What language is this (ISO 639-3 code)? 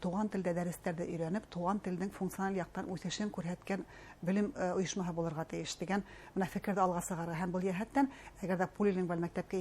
bak